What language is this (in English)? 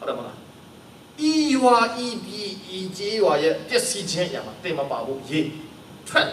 Kachin